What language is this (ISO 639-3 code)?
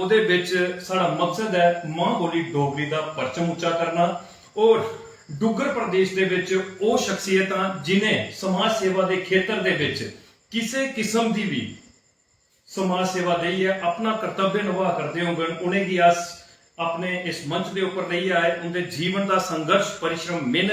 doi